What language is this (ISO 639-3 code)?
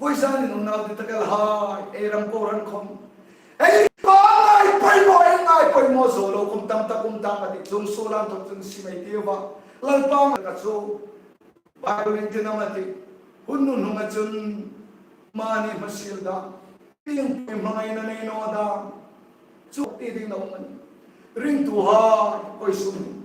hmr